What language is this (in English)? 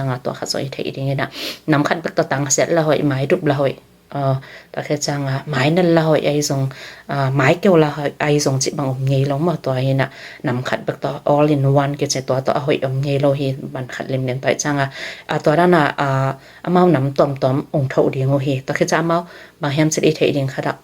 Tedim Chin